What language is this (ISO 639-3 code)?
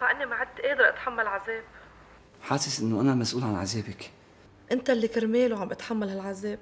apc